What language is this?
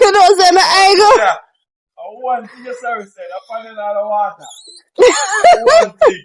Jamaican Creole English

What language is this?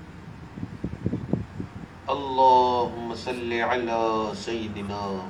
Urdu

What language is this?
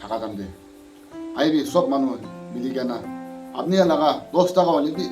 Naga Pidgin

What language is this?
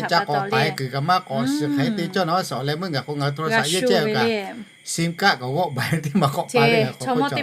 Lahu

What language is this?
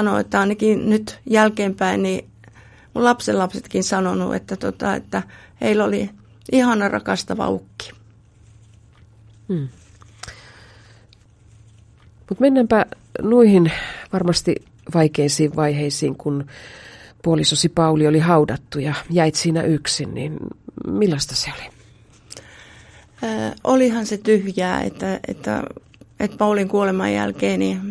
Finnish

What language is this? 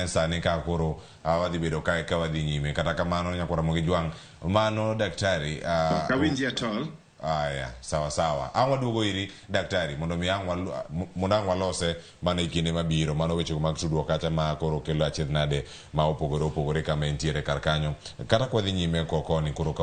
Luo (Kenya and Tanzania)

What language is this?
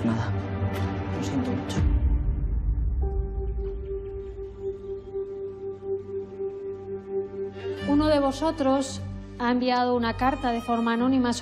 Spanish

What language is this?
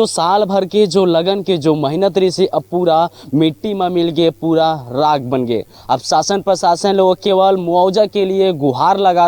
Chhattisgarhi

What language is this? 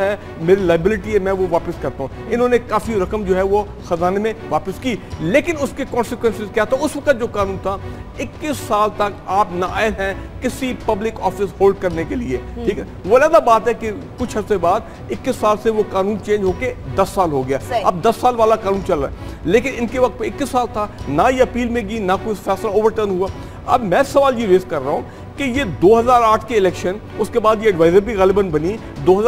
Urdu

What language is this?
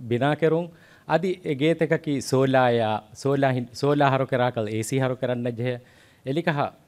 Divehi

